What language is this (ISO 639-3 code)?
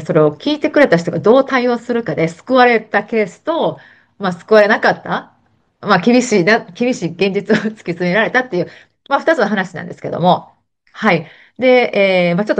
jpn